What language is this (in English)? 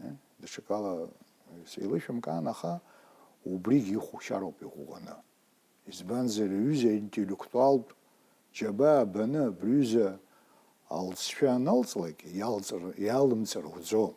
Abkhazian